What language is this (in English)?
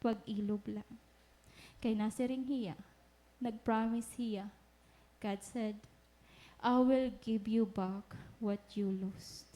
Waray